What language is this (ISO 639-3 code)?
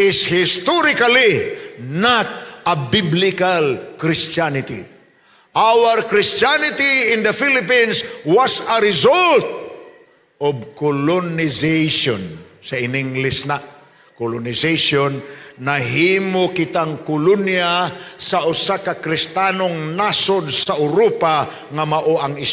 ceb